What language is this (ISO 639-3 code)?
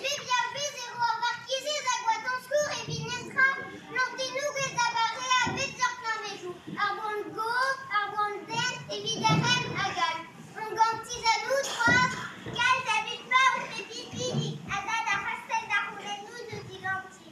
bre